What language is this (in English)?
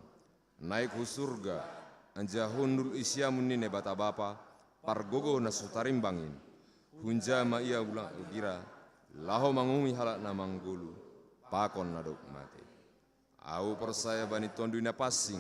Batak Simalungun